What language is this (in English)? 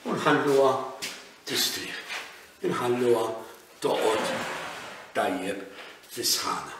Maltese